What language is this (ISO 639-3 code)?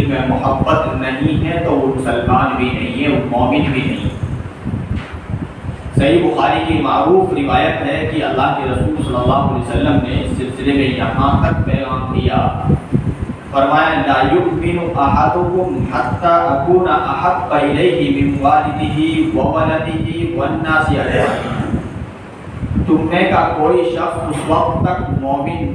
urd